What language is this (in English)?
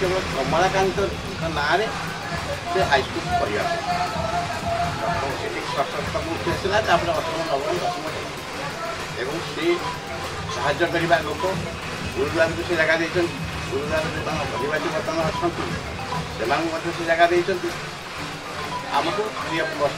Odia